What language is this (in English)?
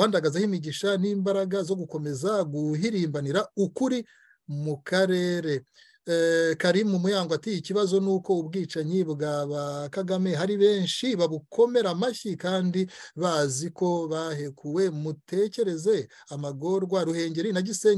Kinyarwanda